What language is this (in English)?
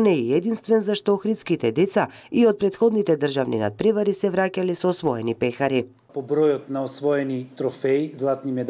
Macedonian